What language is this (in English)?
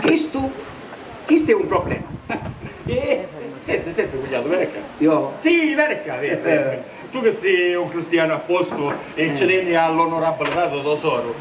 Sicilian